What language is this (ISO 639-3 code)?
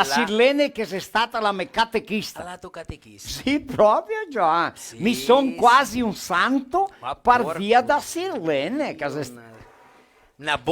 vec